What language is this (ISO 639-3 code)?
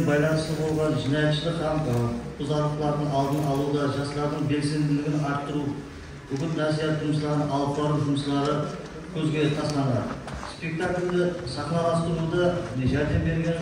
kaa